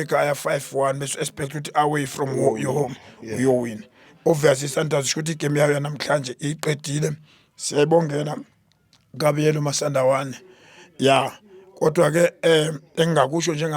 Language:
Zulu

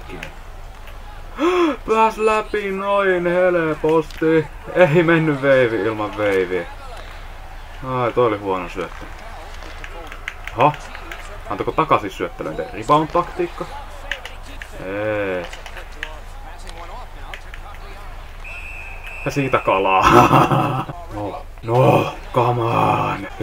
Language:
Finnish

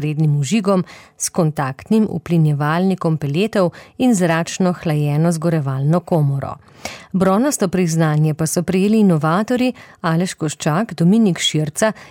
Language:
Slovenian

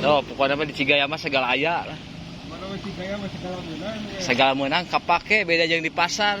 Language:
Sundanese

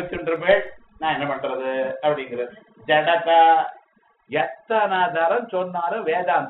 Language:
Tamil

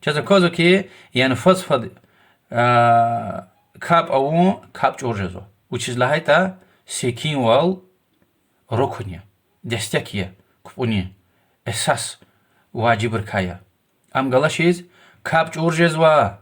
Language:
Lezghian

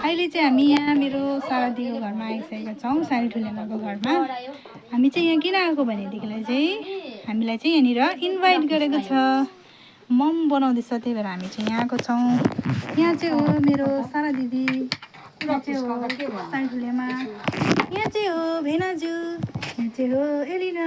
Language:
Nepali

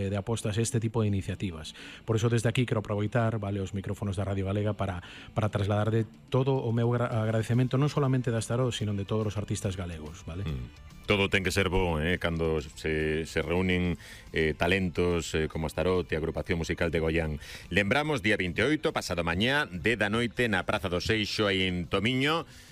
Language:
Galician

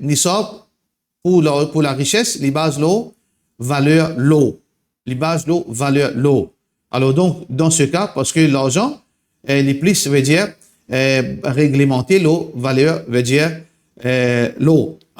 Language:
Morisyen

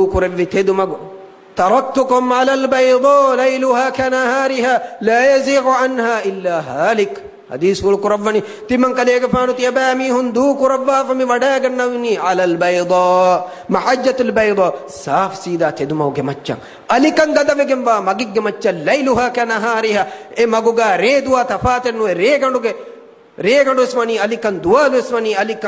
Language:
Divehi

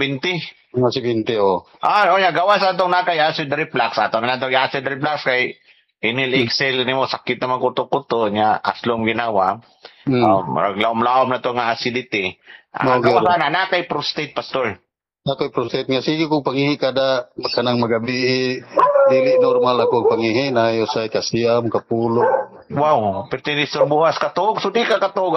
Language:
Cebuano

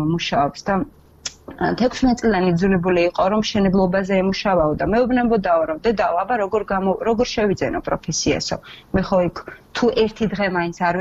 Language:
Georgian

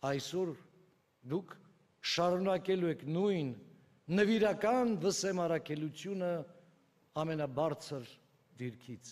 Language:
Armenian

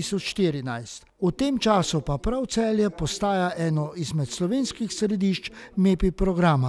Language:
Slovenian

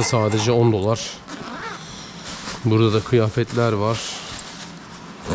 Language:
Turkish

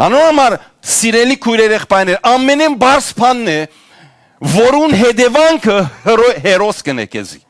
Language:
Western Armenian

